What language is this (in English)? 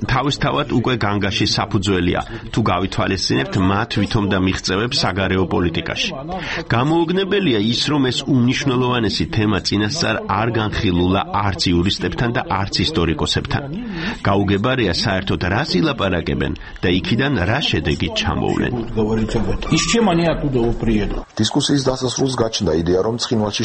Georgian